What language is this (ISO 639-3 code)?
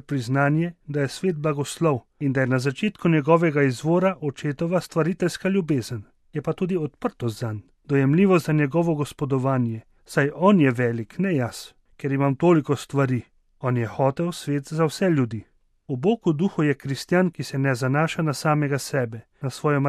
slv